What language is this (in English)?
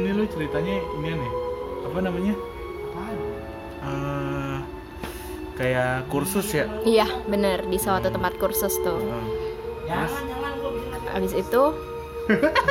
Indonesian